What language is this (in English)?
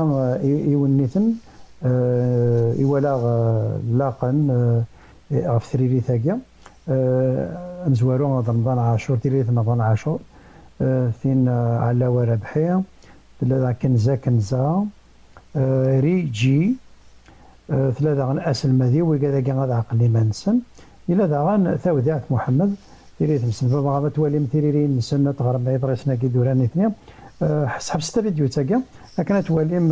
Kabyle